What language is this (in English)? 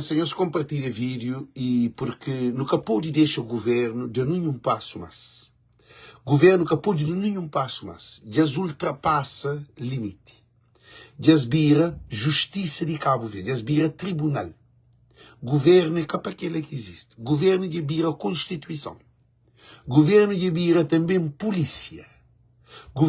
Kabuverdianu